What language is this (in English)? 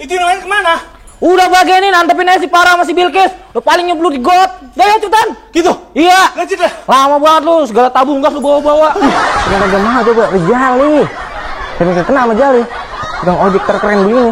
Betawi